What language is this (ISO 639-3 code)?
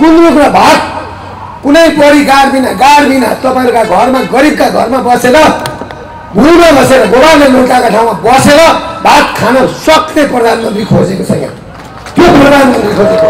nep